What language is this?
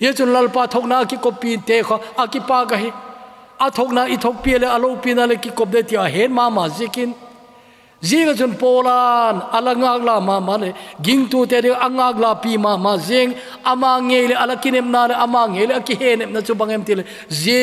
Thado Chin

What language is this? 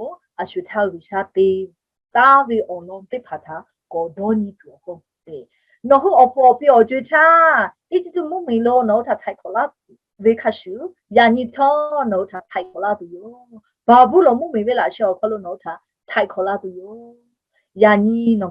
Lahu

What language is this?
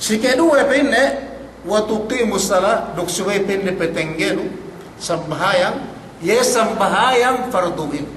Yakan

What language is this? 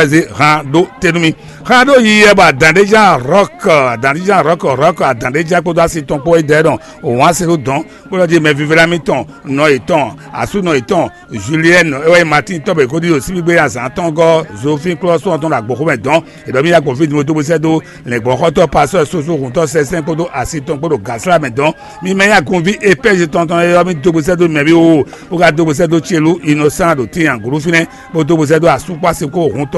Fon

